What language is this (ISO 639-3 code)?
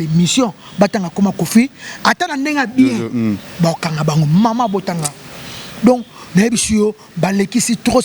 lin